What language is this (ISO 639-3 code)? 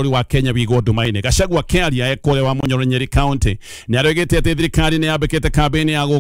kik